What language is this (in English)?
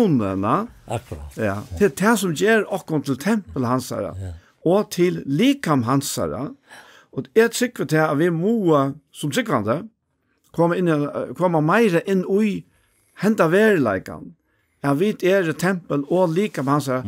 Faroese